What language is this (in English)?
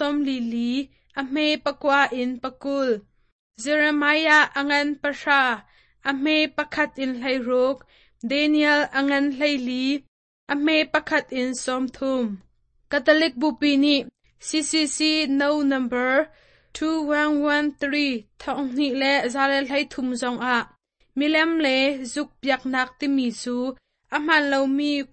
Hakha Chin